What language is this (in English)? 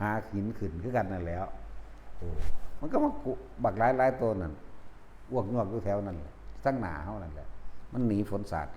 Northeastern Thai